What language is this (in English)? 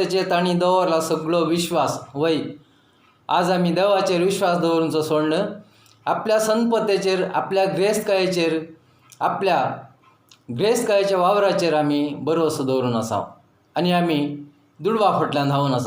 Konkani